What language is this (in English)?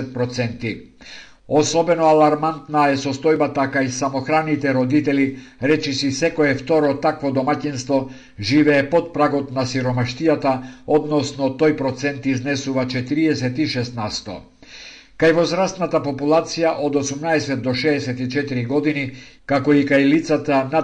Macedonian